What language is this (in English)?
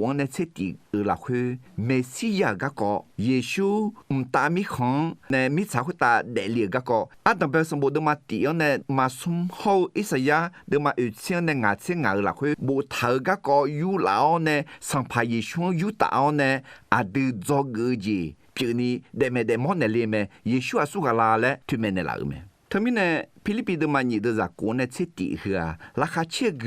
Akha